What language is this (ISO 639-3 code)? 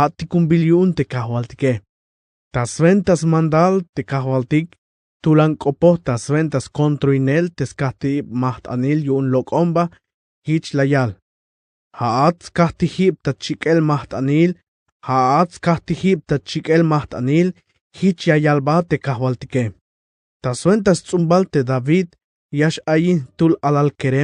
tzh